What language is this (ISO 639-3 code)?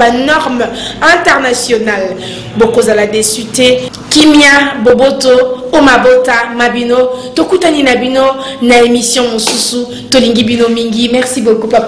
lin